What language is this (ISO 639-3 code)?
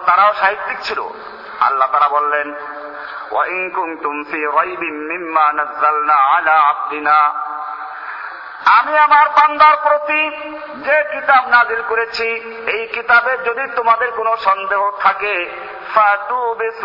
ben